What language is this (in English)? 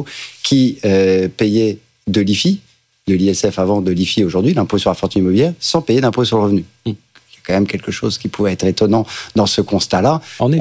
French